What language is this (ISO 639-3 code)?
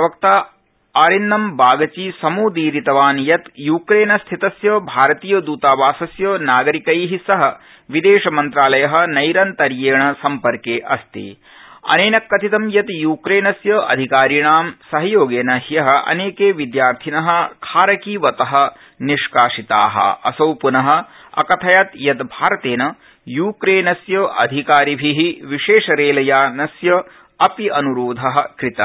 san